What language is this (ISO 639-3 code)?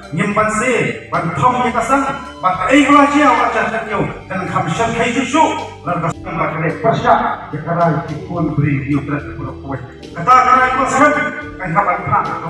kha